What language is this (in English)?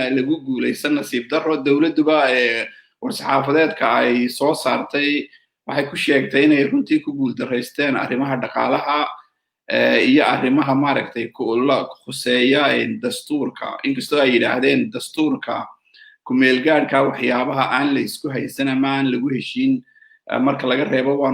Somali